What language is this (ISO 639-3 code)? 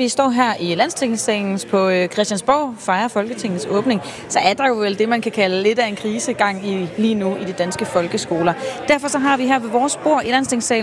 dan